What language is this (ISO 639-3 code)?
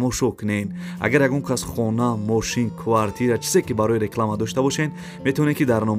tgk